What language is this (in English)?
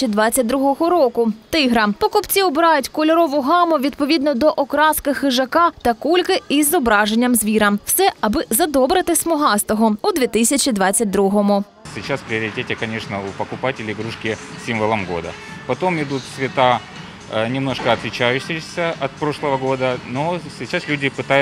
Ukrainian